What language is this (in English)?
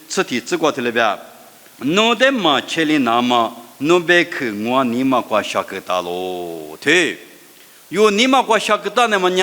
Lisu